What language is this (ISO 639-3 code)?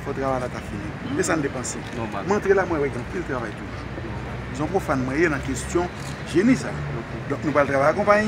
hat